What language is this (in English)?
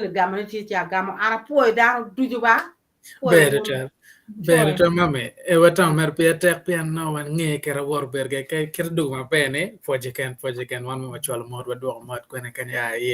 Acoli